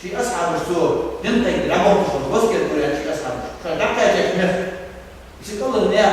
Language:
Ingush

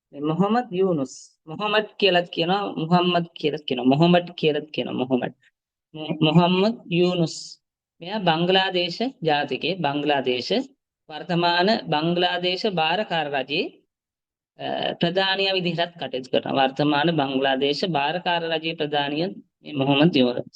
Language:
Sinhala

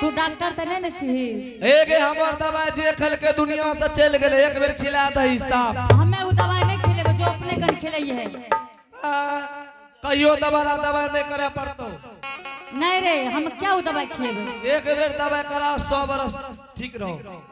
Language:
Angika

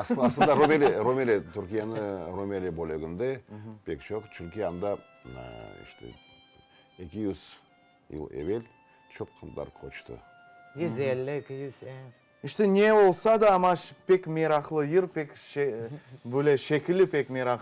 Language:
Crimean Tatar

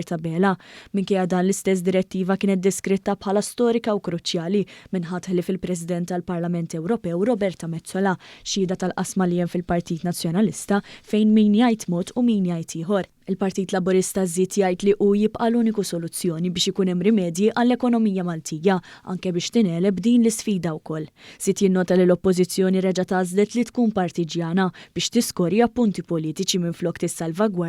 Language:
Maltese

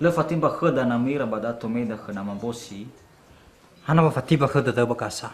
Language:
Nias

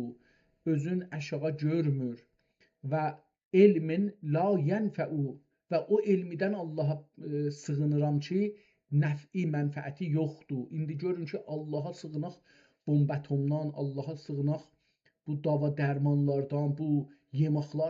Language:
South Azerbaijani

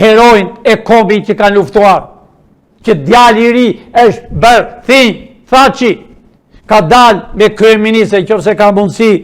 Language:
Albanian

